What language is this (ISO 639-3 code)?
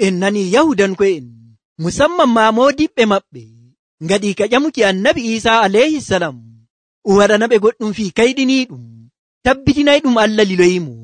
fuv